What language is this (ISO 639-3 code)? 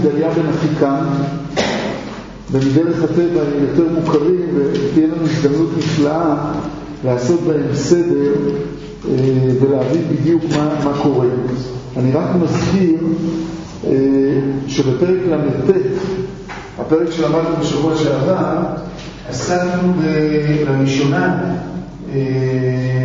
heb